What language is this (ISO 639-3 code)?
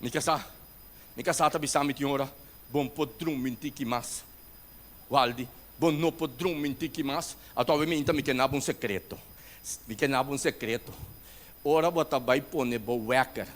pap